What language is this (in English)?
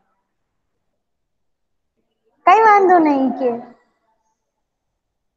Gujarati